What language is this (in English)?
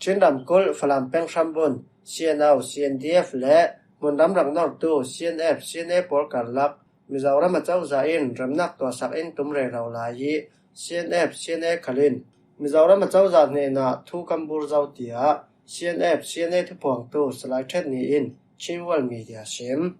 Falam Chin